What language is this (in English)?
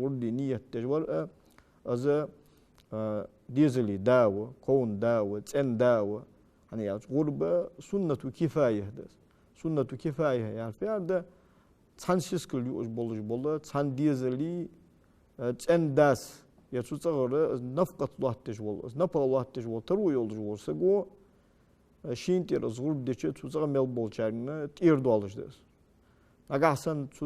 Ingush